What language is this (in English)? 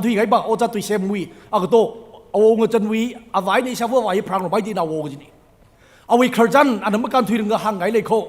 Tangkhul Naga (India)